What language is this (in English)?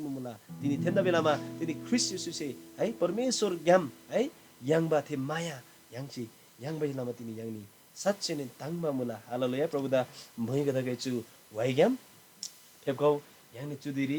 Eastern Tamang